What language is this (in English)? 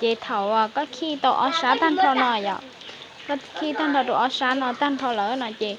Hmong